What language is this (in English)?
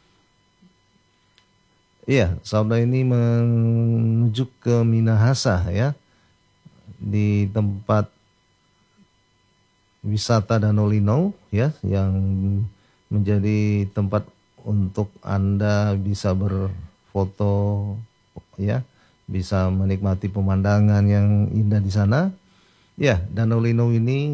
Indonesian